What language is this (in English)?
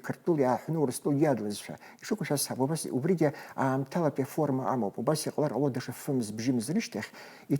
Abkhazian